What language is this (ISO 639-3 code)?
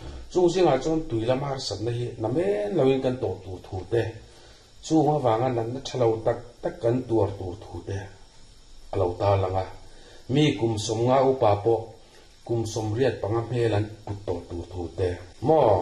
lus